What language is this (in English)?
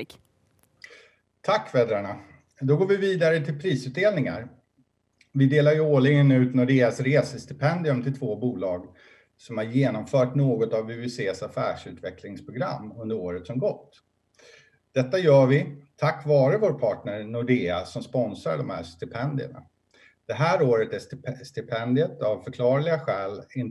Swedish